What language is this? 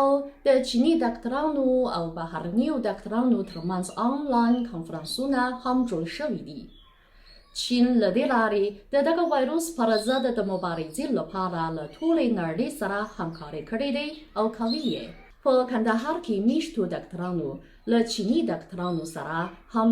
Pashto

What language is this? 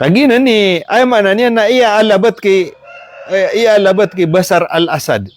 Maranao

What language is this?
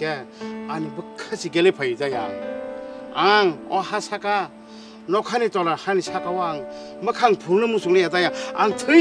Kok Borok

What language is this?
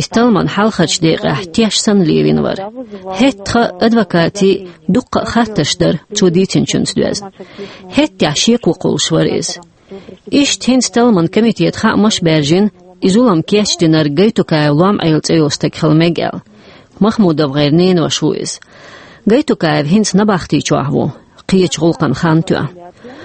Chechen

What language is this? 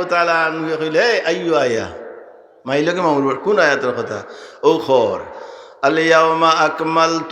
Sylheti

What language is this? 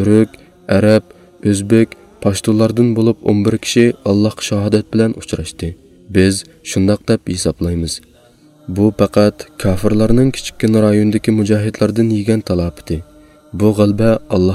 Uyghur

